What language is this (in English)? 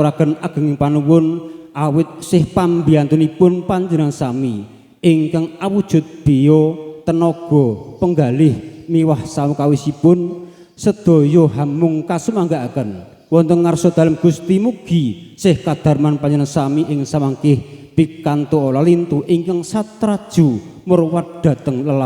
Javanese